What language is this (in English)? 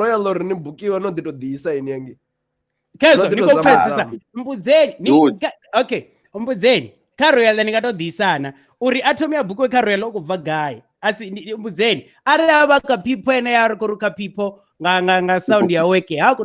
Venda